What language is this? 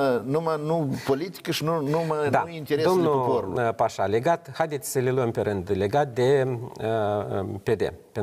Romanian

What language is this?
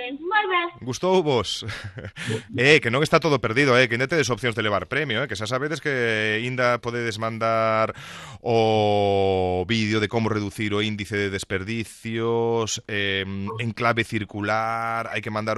Galician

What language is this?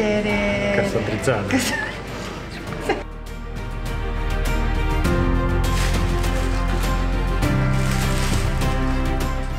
Italian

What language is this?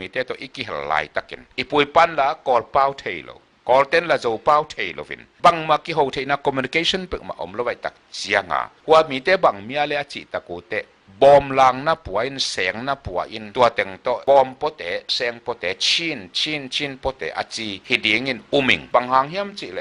Tedim Chin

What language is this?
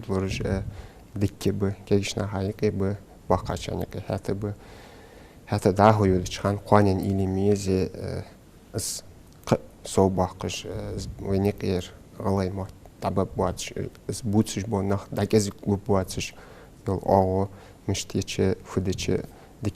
Ingush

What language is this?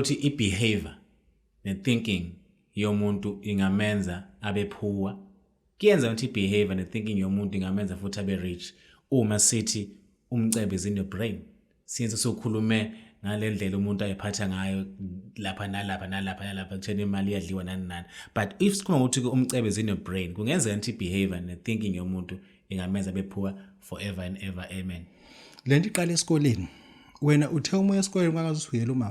Zulu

